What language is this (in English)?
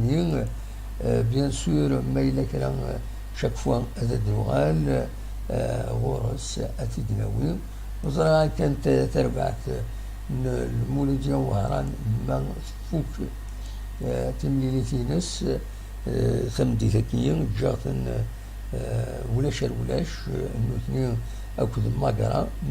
Kabyle